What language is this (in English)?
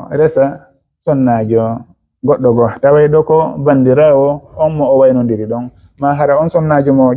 Fula